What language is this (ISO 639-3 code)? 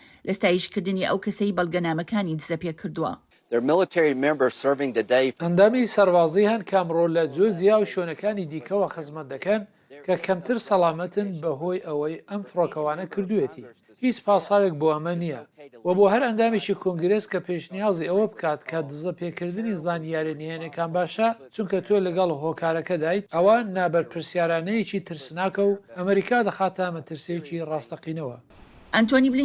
ckb